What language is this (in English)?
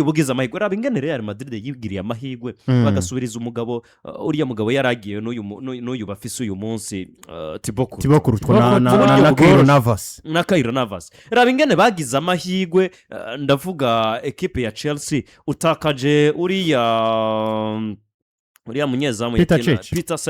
Rundi